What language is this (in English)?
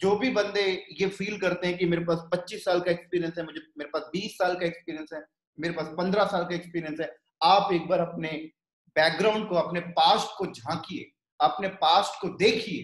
Hindi